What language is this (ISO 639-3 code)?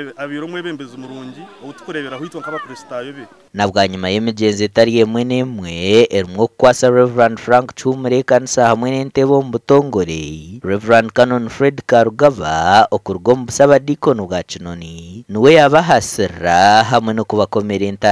nyn